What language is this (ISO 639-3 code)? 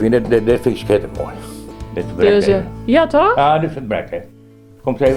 fry